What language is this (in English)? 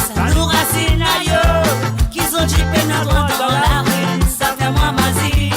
Morisyen